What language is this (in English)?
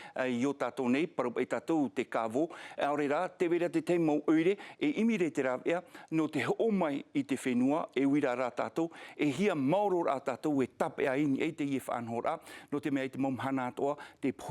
Tahitian